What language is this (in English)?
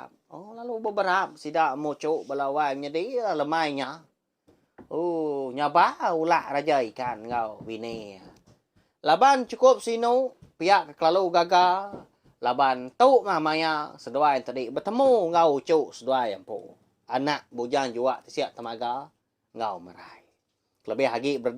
Iban